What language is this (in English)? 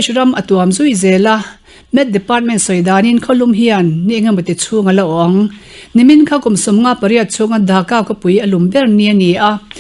Mizo